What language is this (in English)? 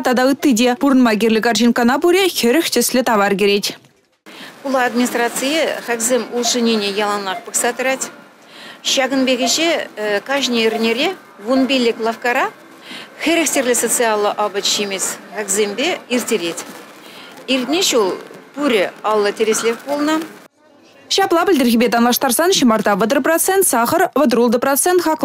Chuvash